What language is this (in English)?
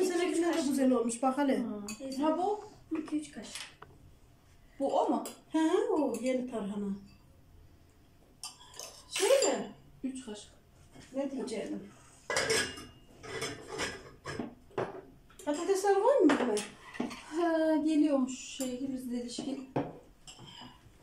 Turkish